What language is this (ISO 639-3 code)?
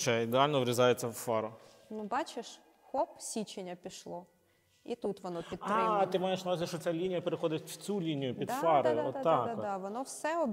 ukr